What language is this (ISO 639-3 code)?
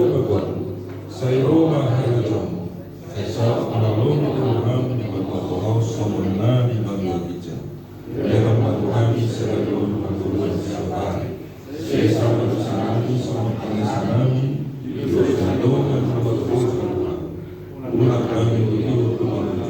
bbc